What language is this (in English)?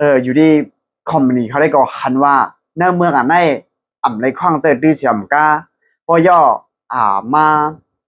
Shan